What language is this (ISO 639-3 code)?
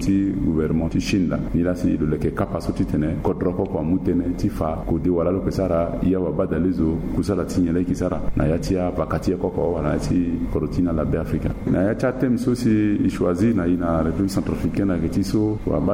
sag